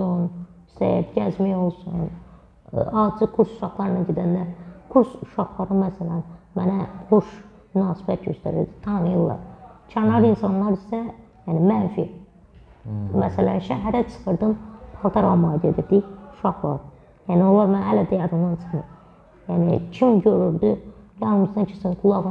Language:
Azerbaijani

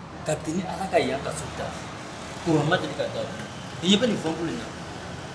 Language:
Bambara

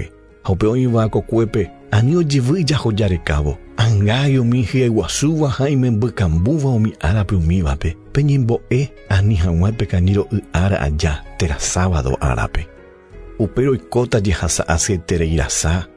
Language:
Guarani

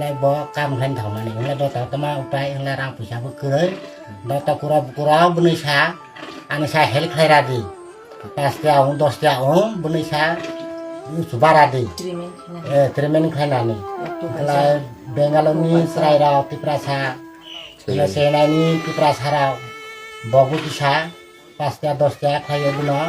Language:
Kok Borok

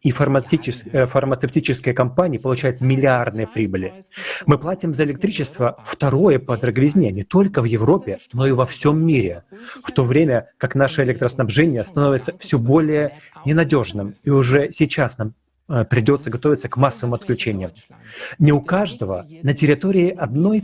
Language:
Gagauz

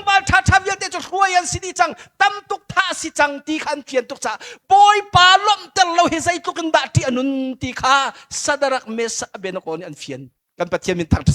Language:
Hakha Chin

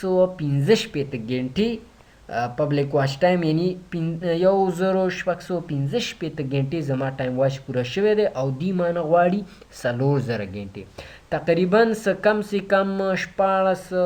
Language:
Pashto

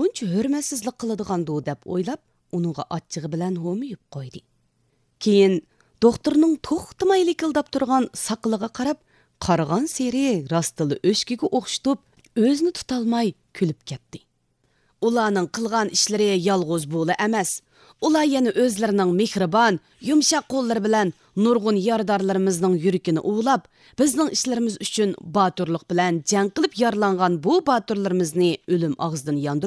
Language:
Uyghur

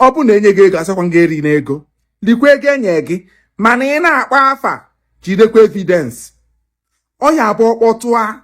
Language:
Igbo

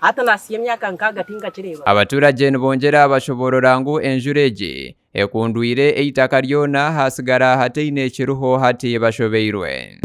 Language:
Nyankole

